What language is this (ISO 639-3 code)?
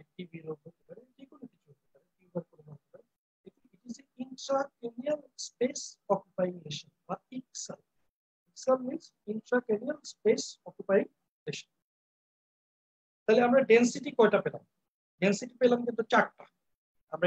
ben